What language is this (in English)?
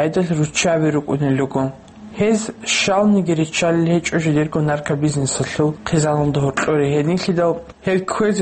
Avaric